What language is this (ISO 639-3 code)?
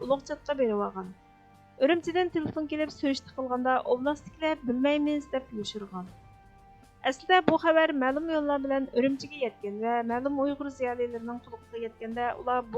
uig